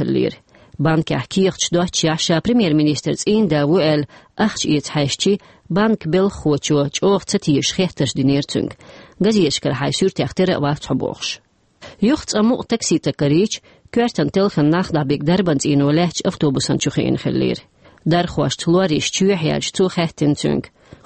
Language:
Chechen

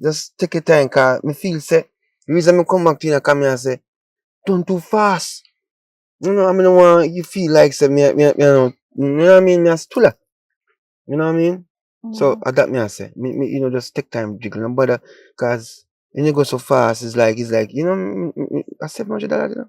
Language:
Jamaican Creole English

